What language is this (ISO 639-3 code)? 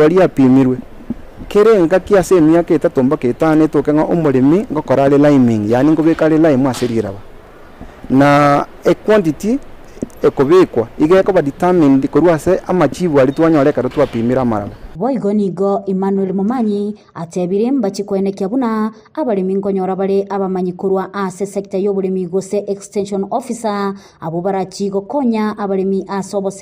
guz